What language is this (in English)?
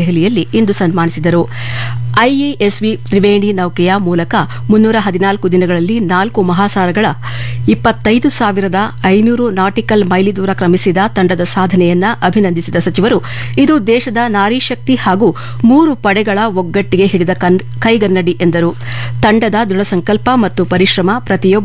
Kannada